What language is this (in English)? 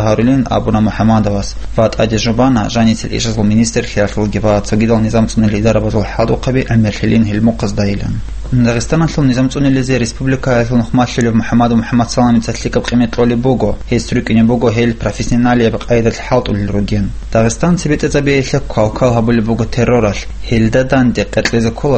Avaric